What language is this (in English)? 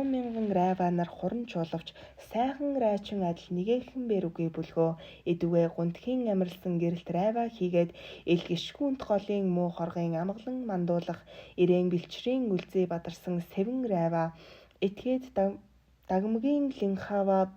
Mongolian